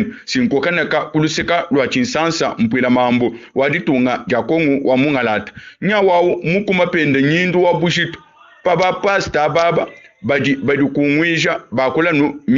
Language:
Luba-Lulua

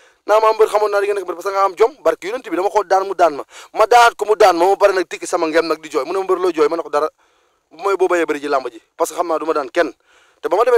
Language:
Wolof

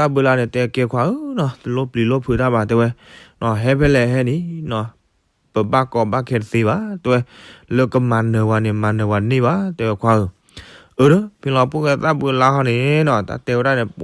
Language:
S'gaw Karen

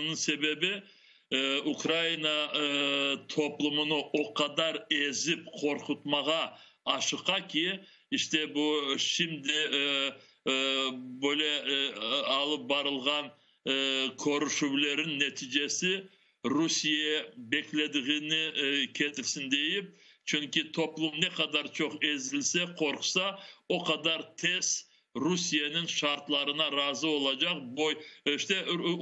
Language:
Crimean Tatar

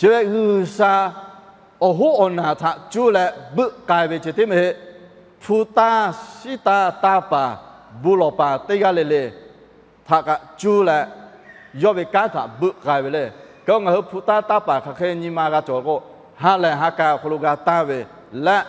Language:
Lahu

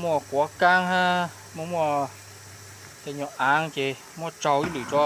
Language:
Hmong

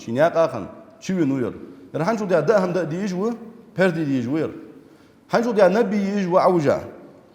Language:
Ingush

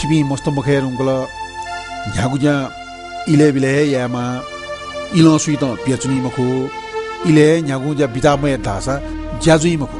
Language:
Newari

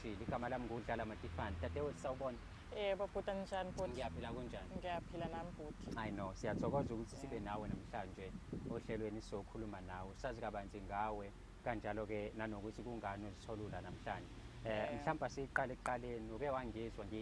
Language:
Zulu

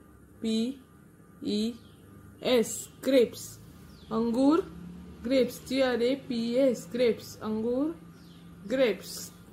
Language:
Hindi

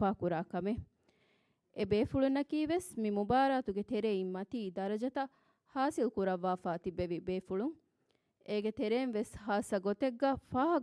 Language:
Divehi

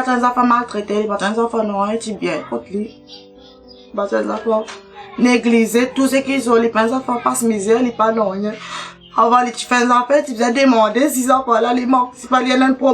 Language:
Morisyen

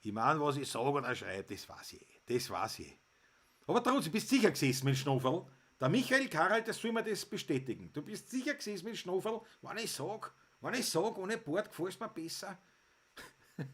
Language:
Bavarian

